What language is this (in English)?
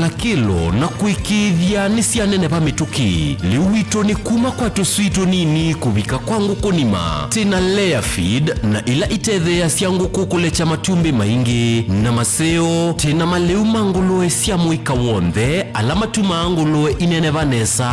Kamba